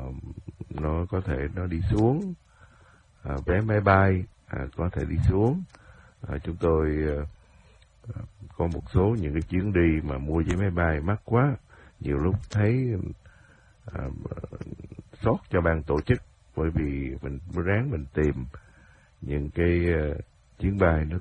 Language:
Vietnamese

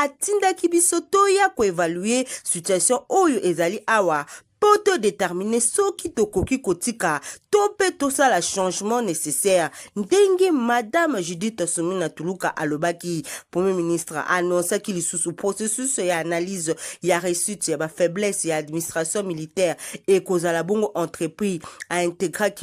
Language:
Lingala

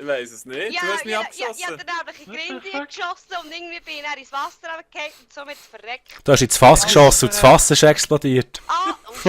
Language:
Swiss German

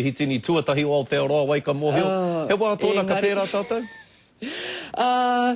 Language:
Māori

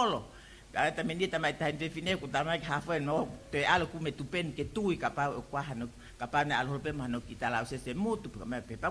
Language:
Tongan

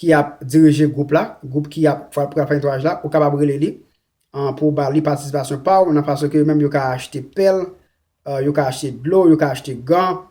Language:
Haitian Creole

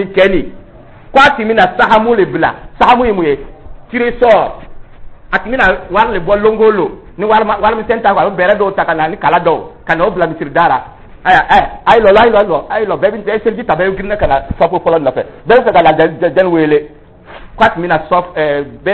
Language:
Dyula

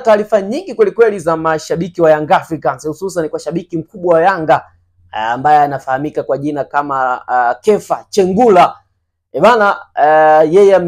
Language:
Swahili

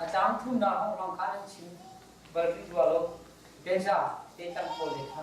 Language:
Hakha Chin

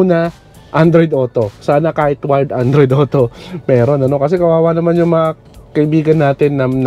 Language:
Filipino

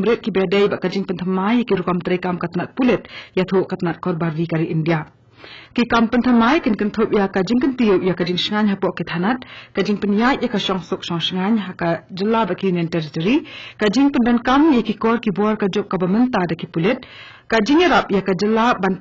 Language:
Khasi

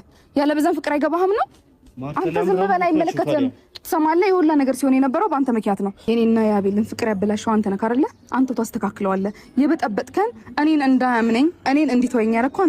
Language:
Amharic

